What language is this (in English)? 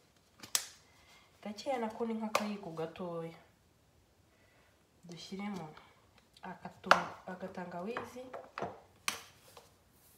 Kinyarwanda